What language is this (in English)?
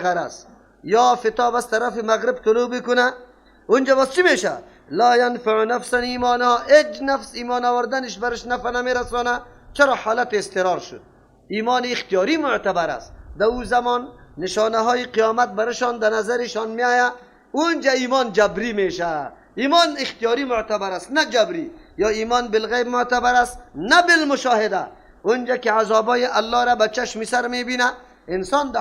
Persian